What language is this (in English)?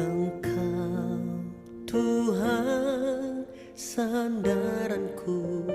Nias